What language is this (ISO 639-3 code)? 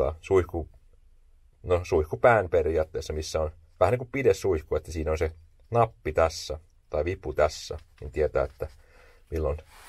fin